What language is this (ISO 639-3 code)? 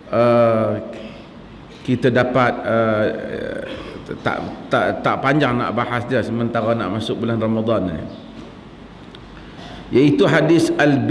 msa